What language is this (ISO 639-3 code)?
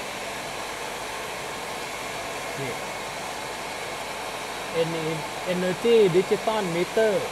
tha